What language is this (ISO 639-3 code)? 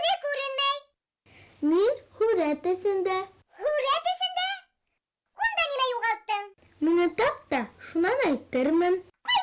bak